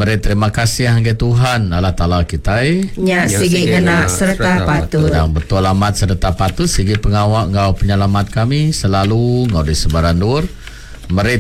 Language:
Iban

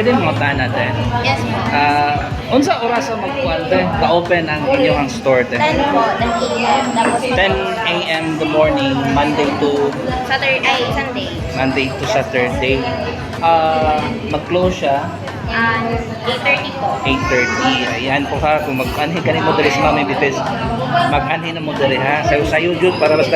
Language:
Cebuano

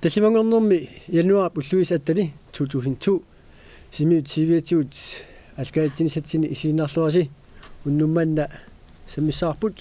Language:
Kalaallisut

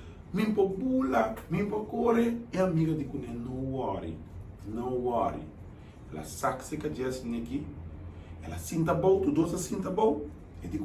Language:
Papiamento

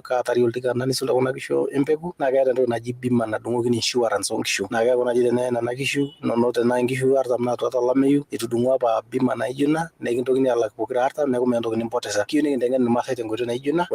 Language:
Masai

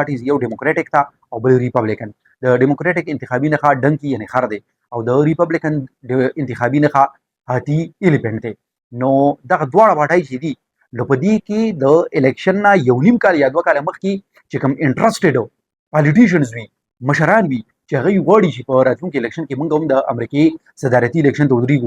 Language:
Pashto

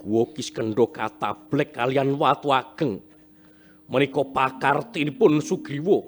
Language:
Javanese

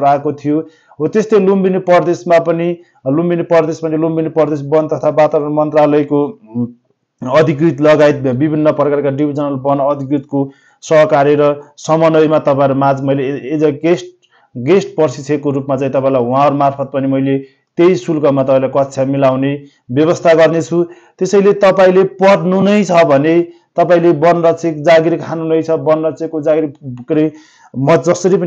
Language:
Nepali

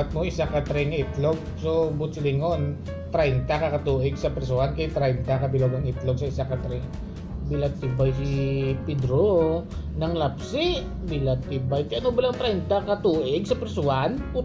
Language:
Hiligaynon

